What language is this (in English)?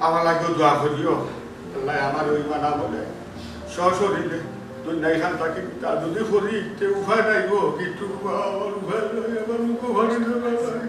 Sylheti